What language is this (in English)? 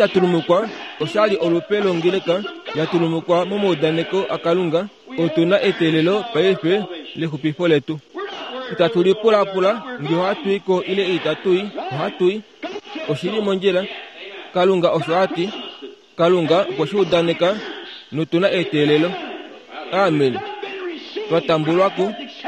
Kuanyama